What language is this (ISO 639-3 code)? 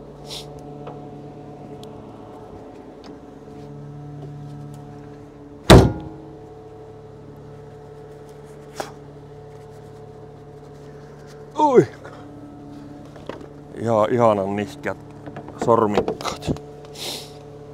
fin